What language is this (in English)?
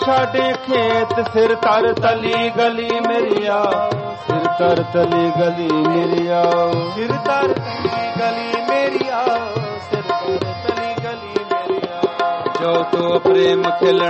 Hindi